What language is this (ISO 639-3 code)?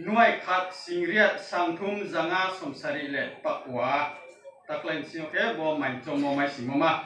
ria